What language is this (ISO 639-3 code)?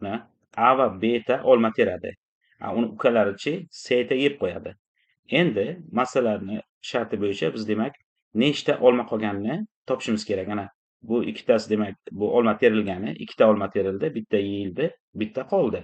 uzb